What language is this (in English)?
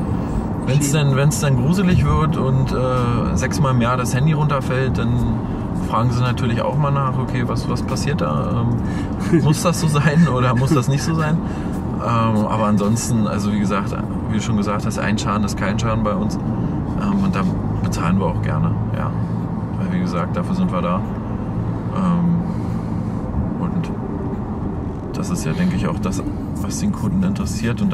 German